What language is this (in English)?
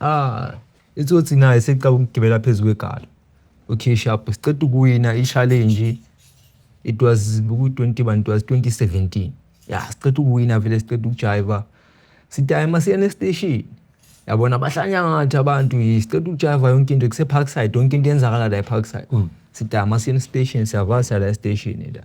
Zulu